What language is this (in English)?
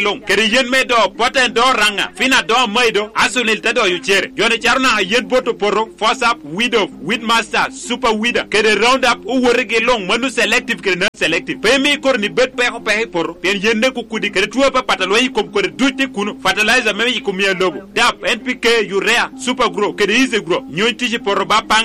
Lango (Uganda)